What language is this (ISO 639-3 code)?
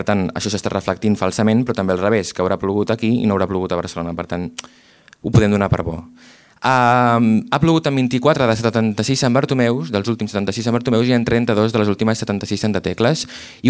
cat